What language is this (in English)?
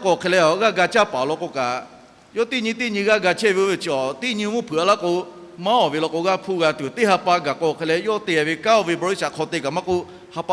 Lahu